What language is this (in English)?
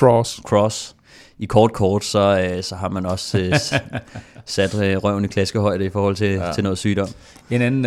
Danish